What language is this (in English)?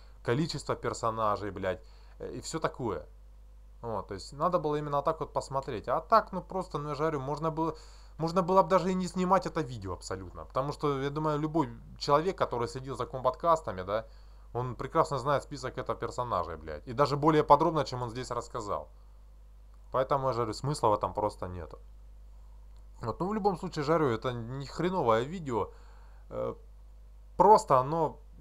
Russian